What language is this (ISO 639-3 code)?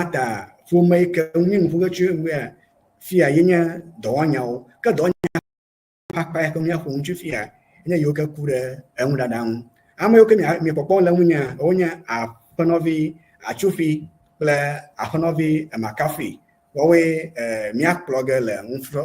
ewe